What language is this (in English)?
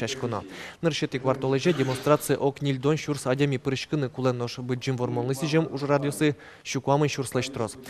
Udmurt